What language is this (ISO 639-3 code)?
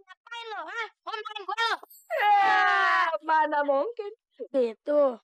bew